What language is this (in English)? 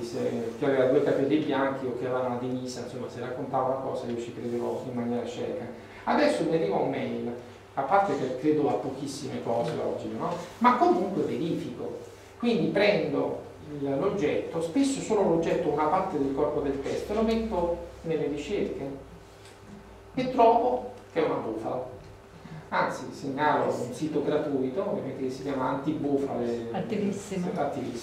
Italian